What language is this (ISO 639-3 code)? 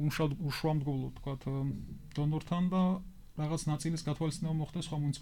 kat